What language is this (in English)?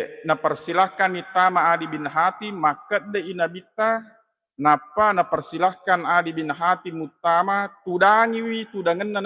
Buginese